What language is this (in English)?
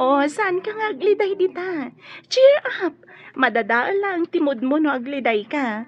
Iloko